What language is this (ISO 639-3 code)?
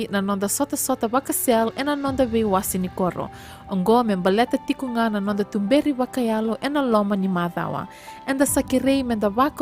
fij